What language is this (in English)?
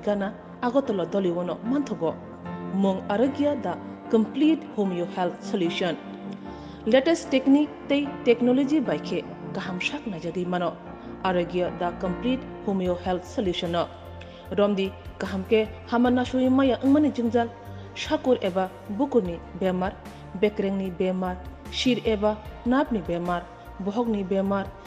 Kok Borok